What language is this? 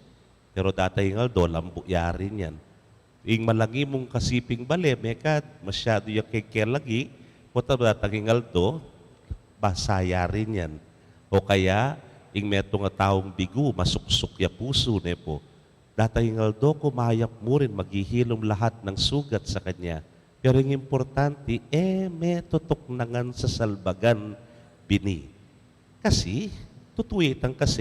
Pampanga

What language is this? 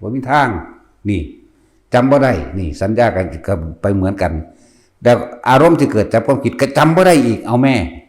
Northeastern Thai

